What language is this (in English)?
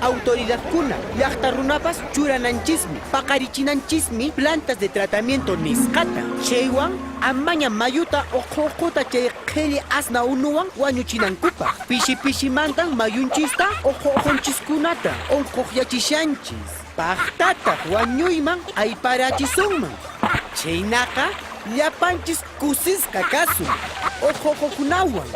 Quechua